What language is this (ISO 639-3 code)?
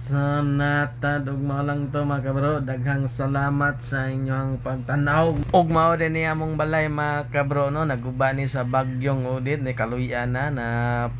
ceb